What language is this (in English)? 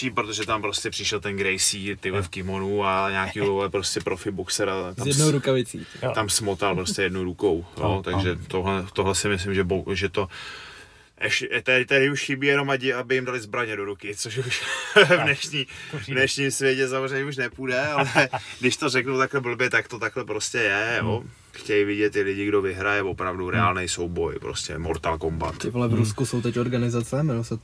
Czech